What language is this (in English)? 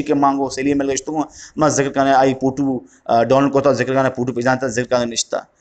Eastern Balochi